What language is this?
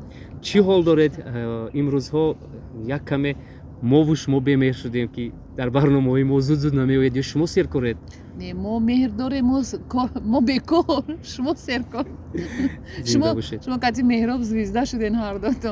Tajik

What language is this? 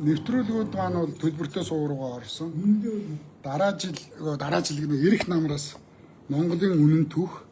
Mongolian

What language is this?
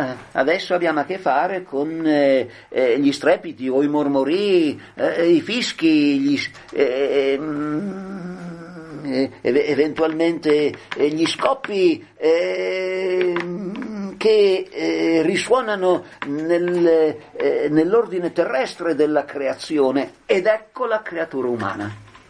Italian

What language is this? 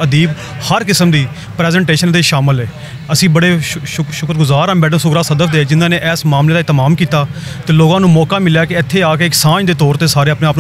Western Panjabi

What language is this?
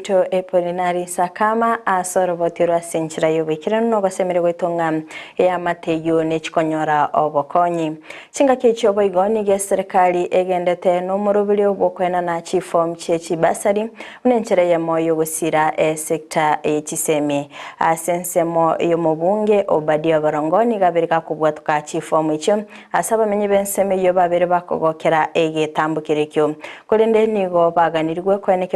Gusii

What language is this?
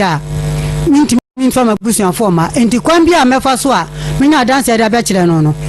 Akan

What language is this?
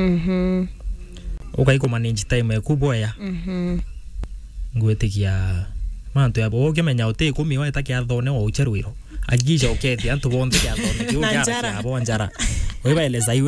Meru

